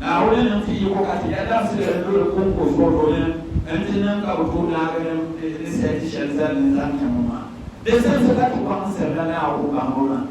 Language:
Dagbani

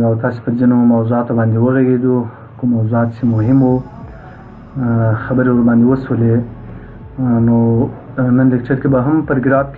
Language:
Pashto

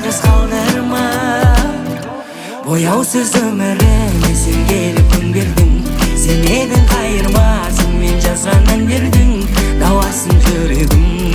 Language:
Kazakh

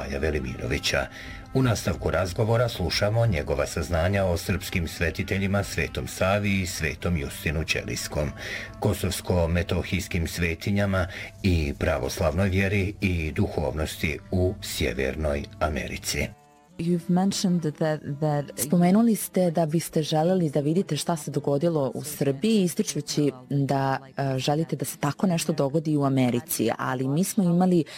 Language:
Serbian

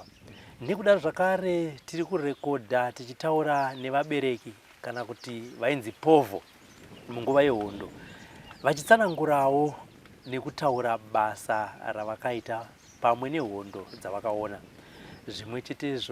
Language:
Shona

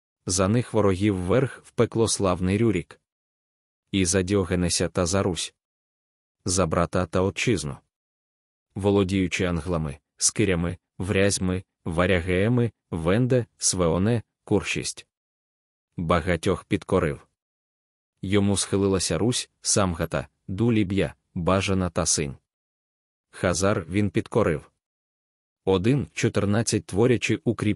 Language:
Ukrainian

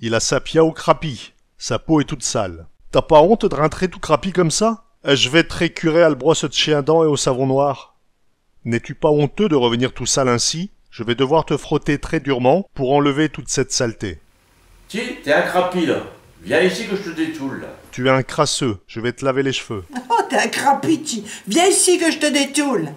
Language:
Picard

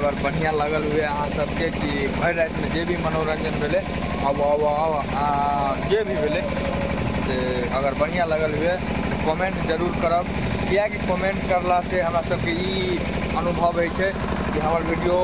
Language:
Maithili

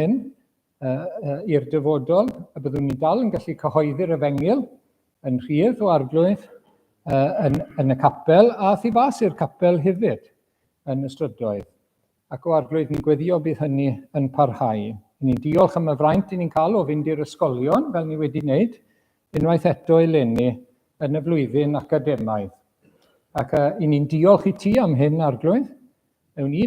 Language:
Welsh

